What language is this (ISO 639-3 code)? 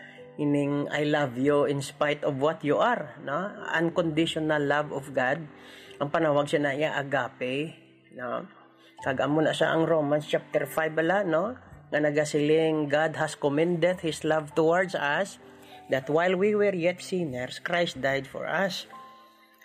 hil